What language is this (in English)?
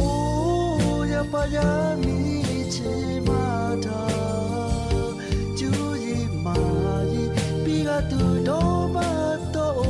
Lahu